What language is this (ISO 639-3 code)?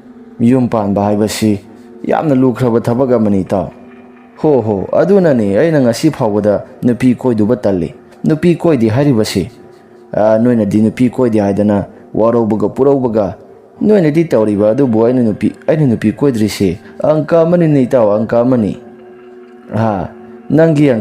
mni